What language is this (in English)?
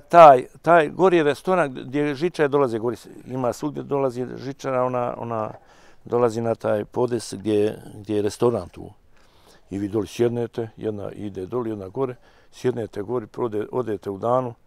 Bosnian